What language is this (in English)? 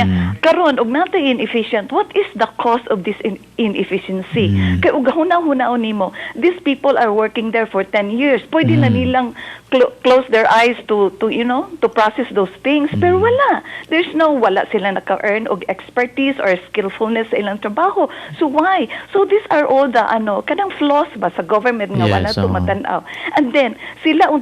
Cebuano